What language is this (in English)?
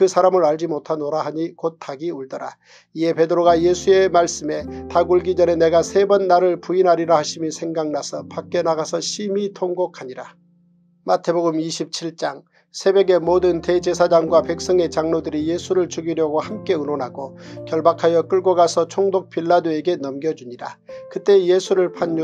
Korean